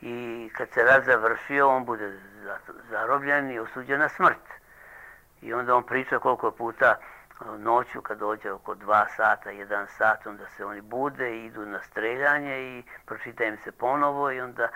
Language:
Serbian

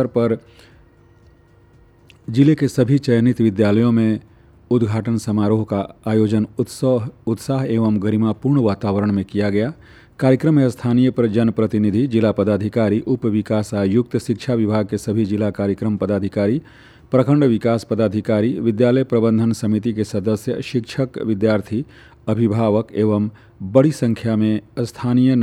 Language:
Hindi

